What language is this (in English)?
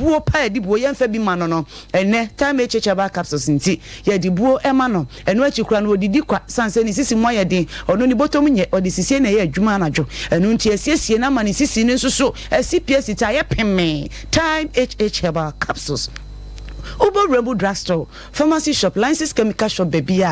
Akan